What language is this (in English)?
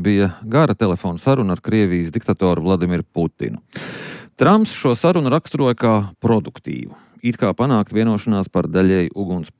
Latvian